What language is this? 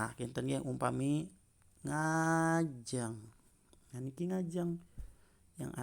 Balinese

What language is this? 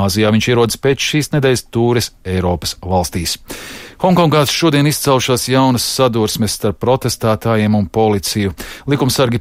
Latvian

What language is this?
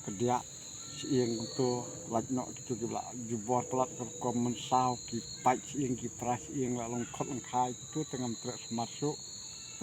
Khasi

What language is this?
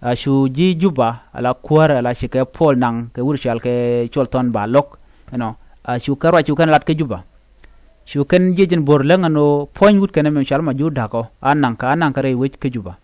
Nuer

